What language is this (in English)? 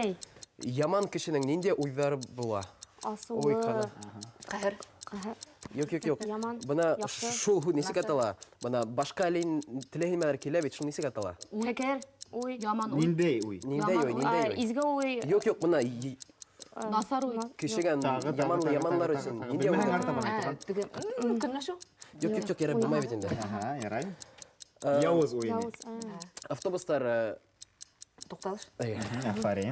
Bashkir